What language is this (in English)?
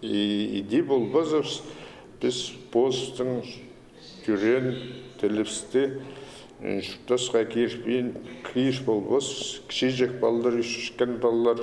Khakas